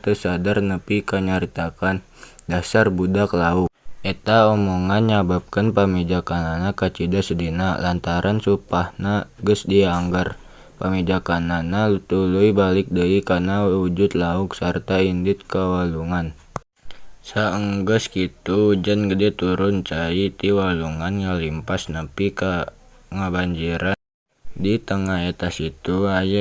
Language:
Sundanese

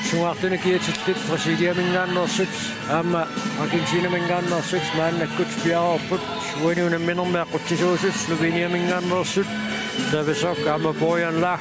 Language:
Kalaallisut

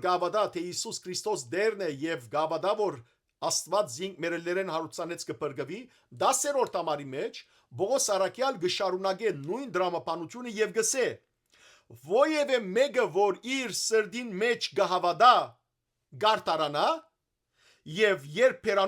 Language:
Western Armenian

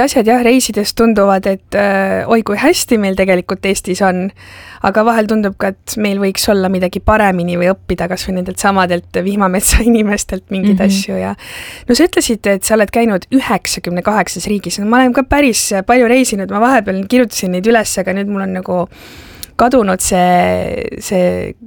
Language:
Estonian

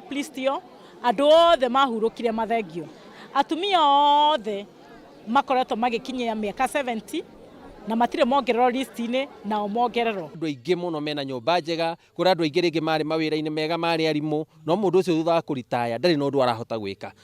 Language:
Kikuyu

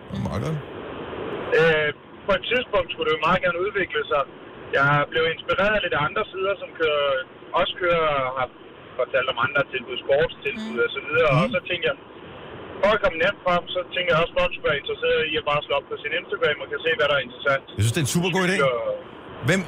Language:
Danish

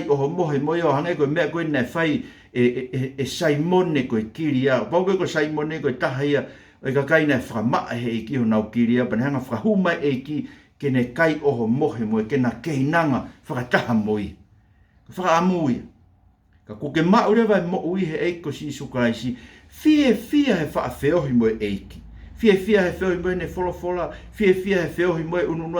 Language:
Tongan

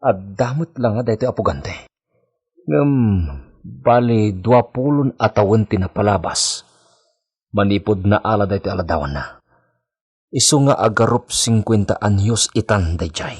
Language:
Iloko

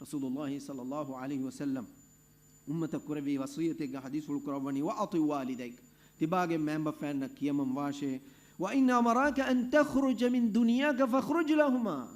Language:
Divehi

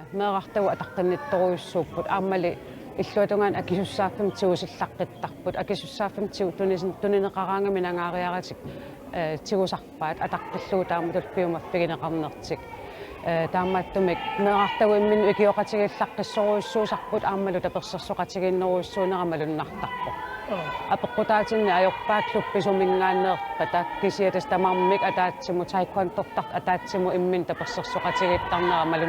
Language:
Kalaallisut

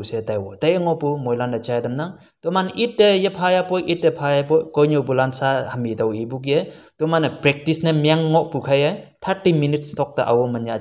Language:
Konyak Naga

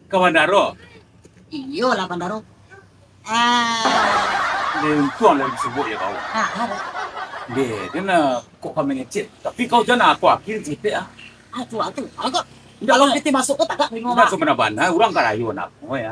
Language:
Minangkabau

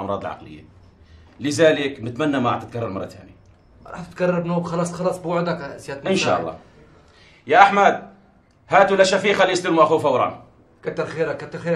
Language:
North Levantine Arabic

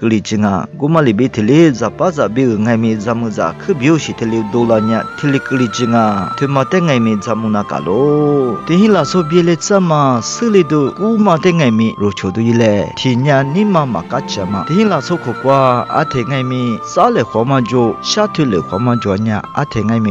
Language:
Lisu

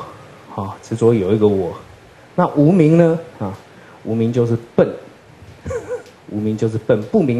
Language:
Chinese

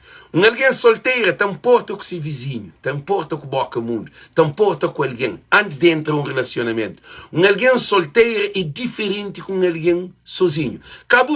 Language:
Kabuverdianu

